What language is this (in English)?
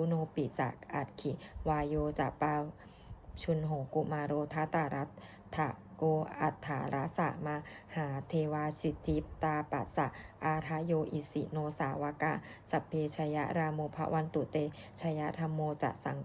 Pali